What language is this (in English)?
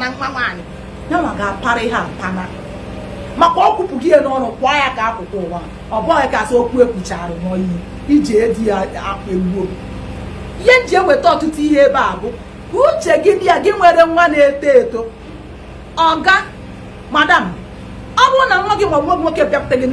Igbo